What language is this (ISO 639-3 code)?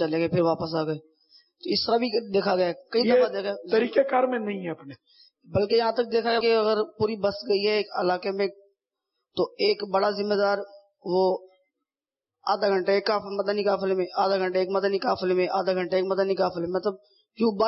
urd